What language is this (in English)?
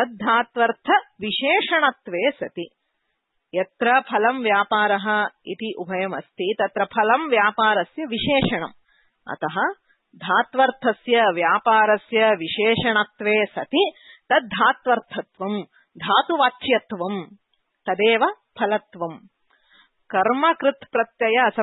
Sanskrit